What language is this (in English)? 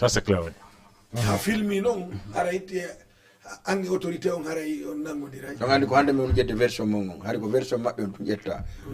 Fula